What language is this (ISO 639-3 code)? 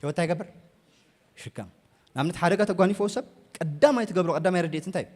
tir